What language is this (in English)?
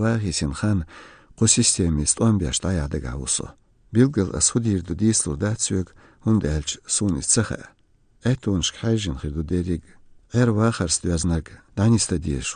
Chechen